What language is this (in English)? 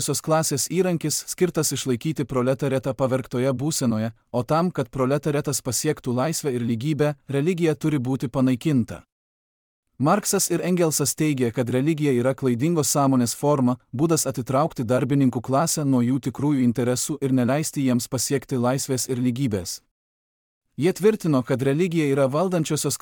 Lithuanian